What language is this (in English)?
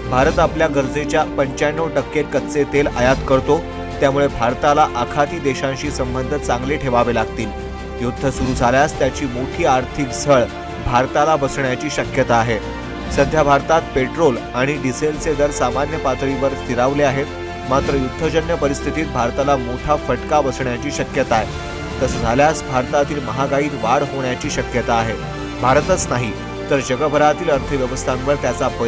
Marathi